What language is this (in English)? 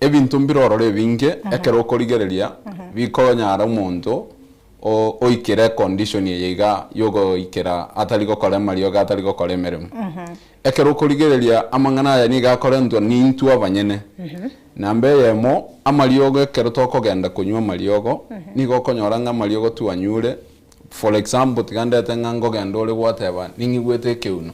Gusii